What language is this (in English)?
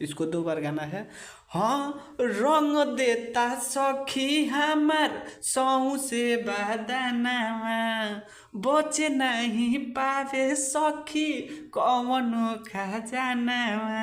Bhojpuri